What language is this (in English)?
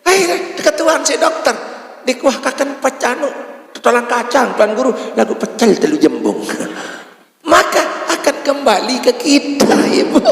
Sasak